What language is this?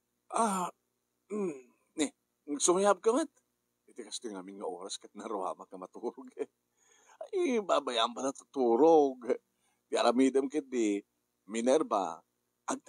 Iloko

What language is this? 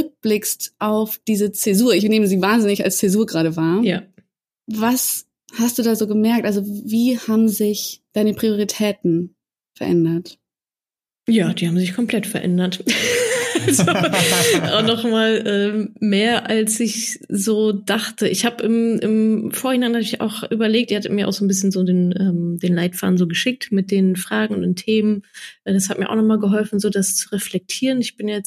German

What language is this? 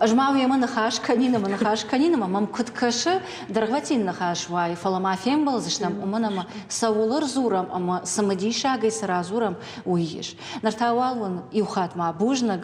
Ossetic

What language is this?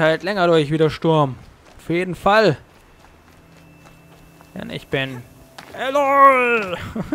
German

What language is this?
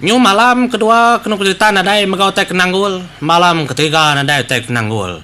Iban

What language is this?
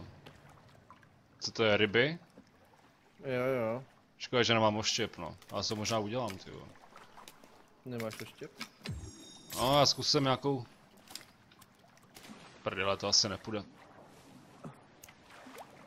Czech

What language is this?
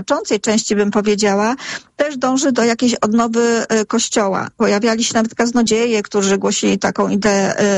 Polish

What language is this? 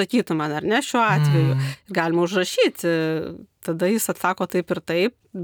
Lithuanian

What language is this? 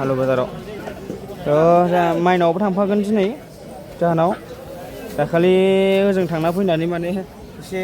Bodo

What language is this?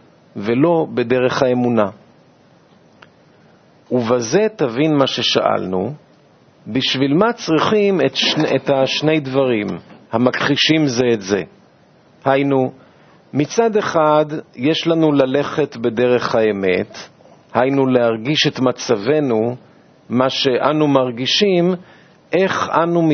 Hebrew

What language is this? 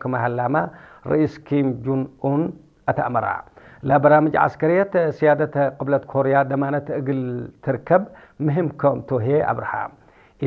Tigrinya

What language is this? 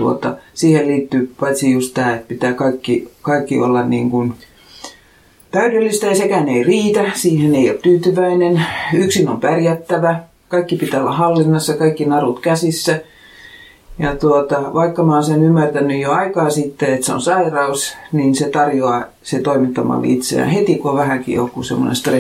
Finnish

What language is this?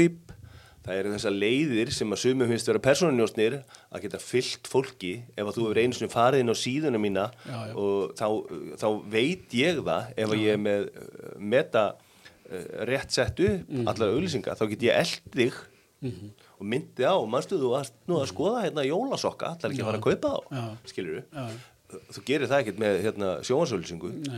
Icelandic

